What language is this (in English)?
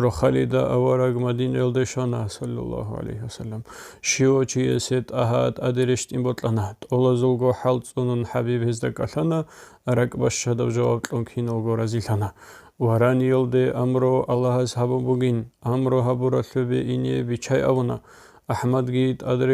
Avaric